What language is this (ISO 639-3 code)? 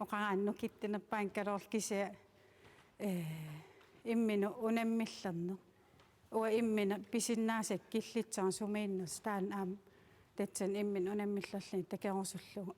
kal